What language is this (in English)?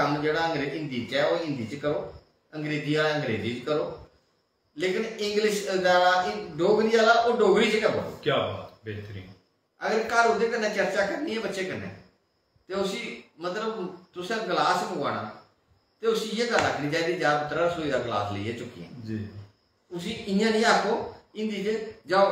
Dogri